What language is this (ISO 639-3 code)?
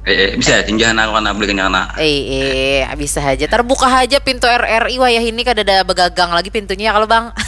bjn